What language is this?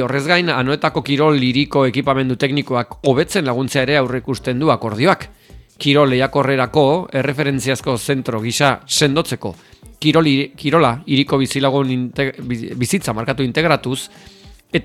Basque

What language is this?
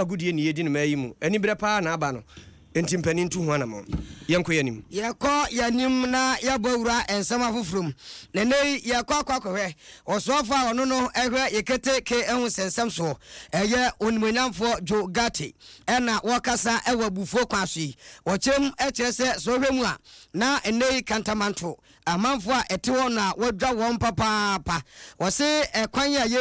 Akan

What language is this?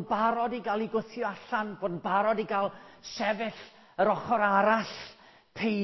Welsh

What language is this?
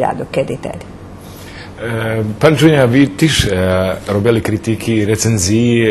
Rusyn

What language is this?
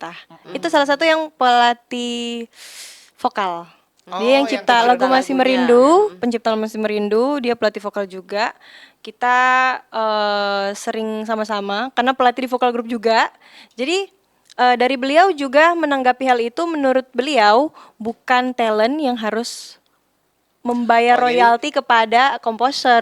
Manado Malay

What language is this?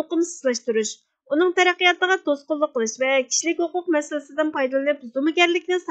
Uyghur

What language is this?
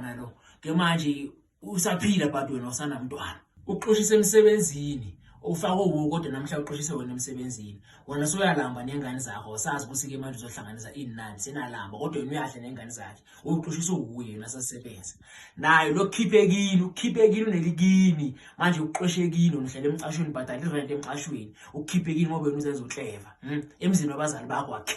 Zulu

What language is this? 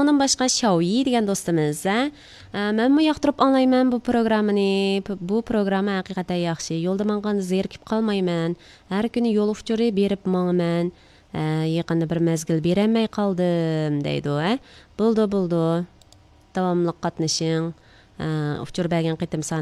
Uyghur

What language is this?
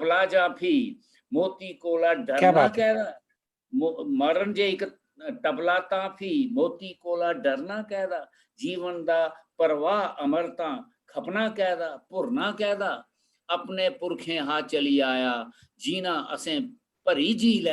Dogri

